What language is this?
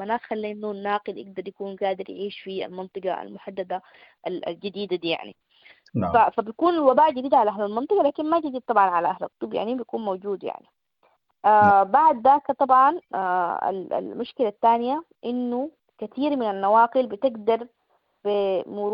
Sudanese Arabic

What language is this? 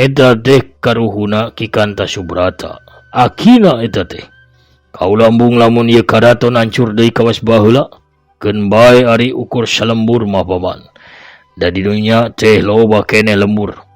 Sundanese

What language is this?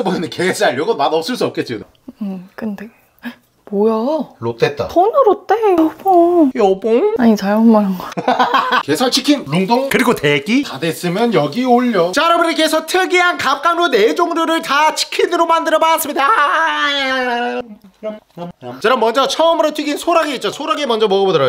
Korean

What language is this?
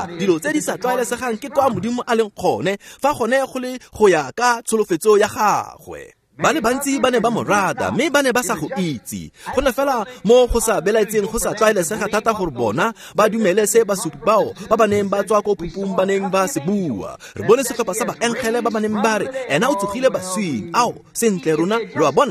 Tswana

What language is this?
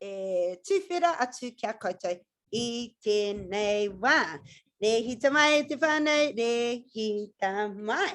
Māori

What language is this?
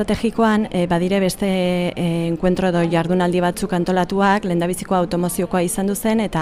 Basque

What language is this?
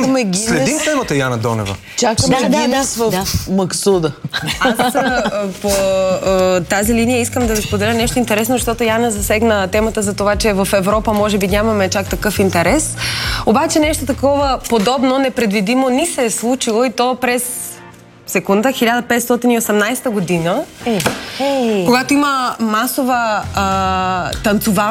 Bulgarian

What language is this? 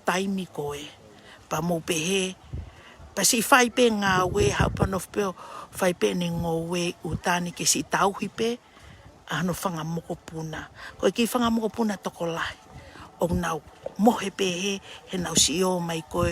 Tongan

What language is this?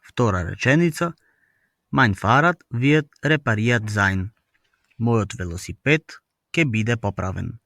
Macedonian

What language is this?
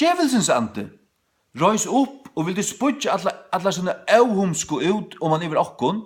Faroese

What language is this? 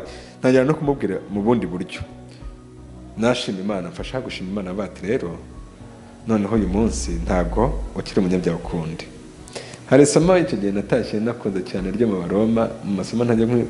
Kinyarwanda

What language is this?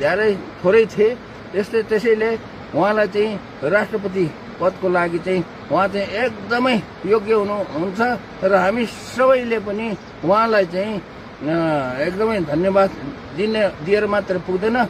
Nepali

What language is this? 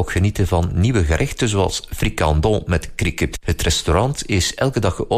Dutch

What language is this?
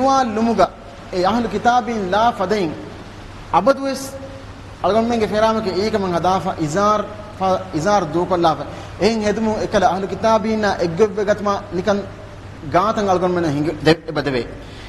Divehi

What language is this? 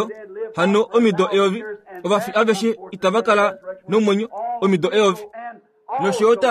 Kuanyama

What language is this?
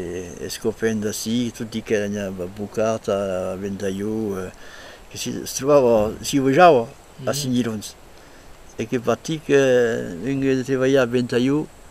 Occitan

